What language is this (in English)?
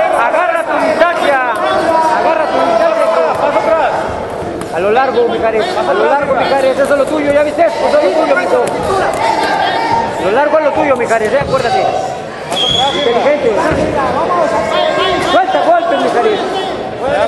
Spanish